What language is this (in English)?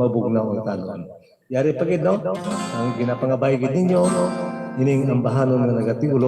Hiligaynon